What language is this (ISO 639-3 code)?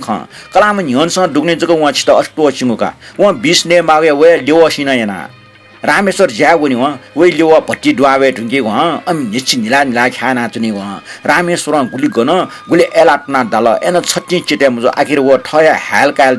new